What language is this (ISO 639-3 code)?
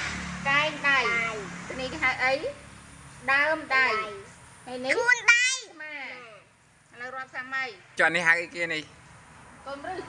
khm